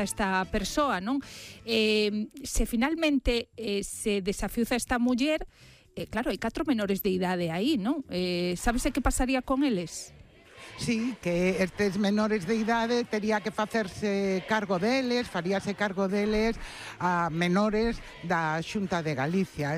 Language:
Galician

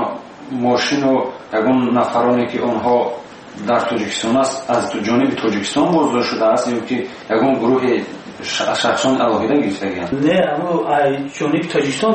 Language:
Tajik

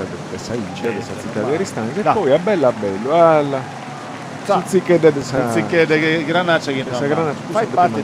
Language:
Sardinian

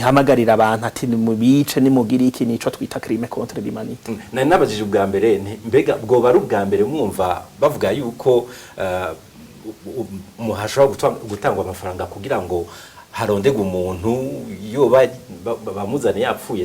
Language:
Rundi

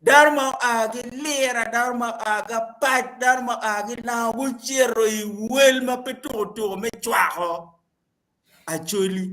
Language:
Acoli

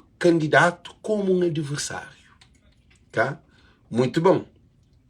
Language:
Kabuverdianu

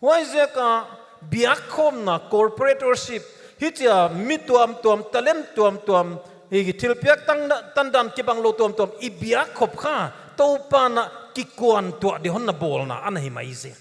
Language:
Paite Chin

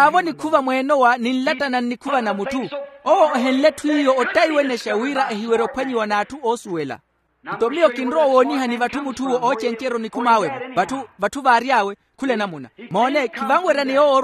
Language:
Makhuwa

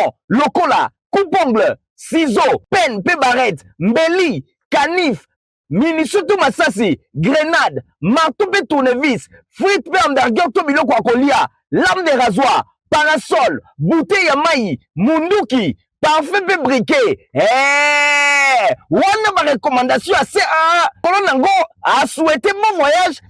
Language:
Lingala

